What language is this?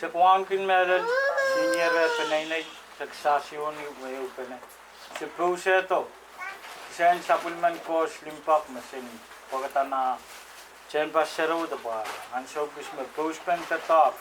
Pohnpeian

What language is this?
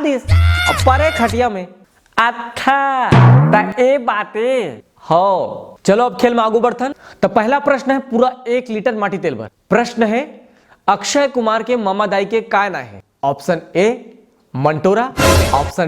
Chhattisgarhi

